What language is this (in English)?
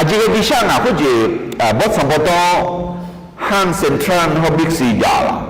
Akha